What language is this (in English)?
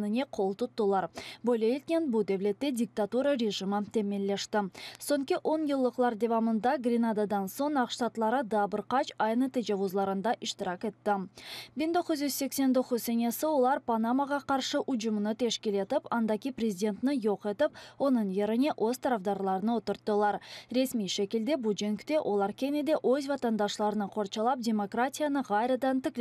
Crimean Tatar